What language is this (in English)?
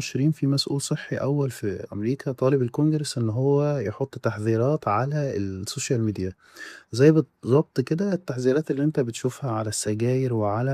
Egyptian Arabic